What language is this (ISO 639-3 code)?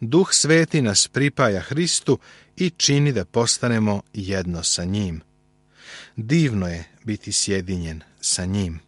srp